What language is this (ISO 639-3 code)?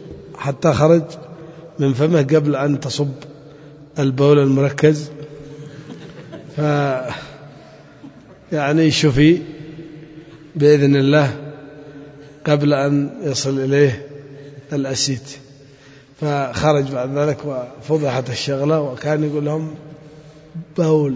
ara